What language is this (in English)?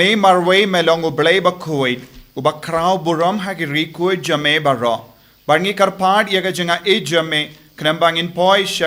Khasi